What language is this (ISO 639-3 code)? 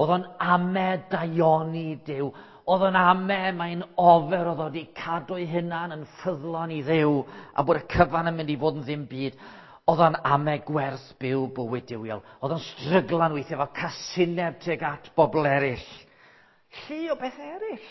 cym